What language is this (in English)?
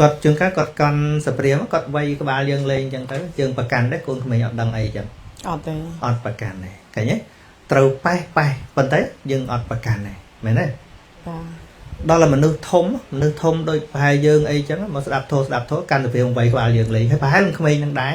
Khmer